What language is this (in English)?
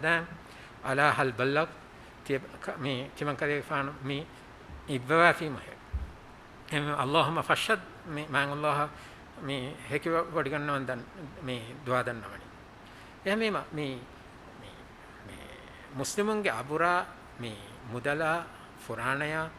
Divehi